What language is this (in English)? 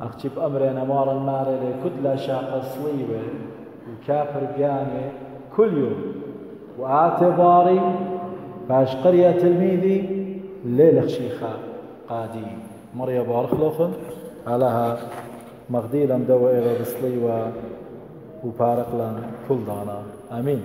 Assyrian Neo-Aramaic